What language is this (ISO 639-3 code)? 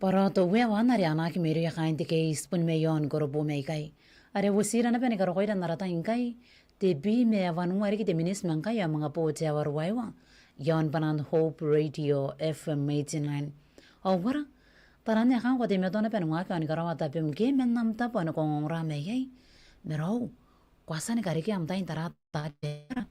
gil